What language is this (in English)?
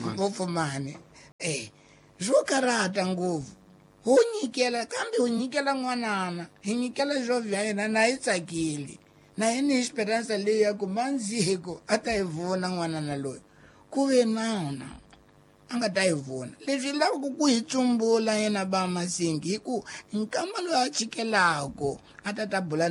Tsonga